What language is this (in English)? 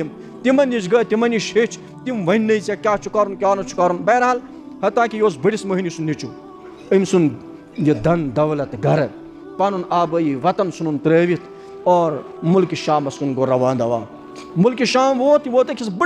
Kashmiri